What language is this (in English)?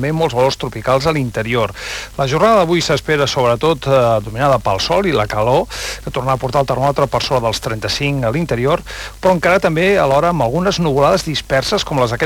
Catalan